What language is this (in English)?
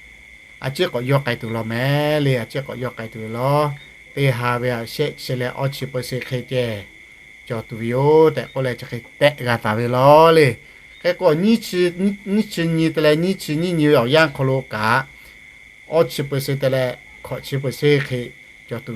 Lahu